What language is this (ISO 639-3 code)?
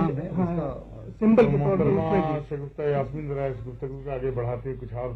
urd